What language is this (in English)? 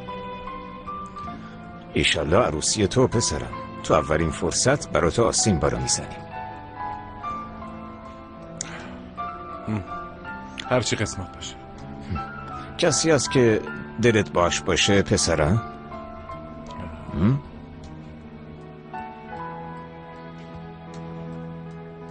Persian